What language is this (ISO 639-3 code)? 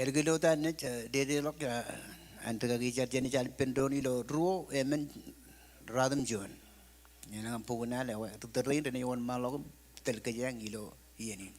mah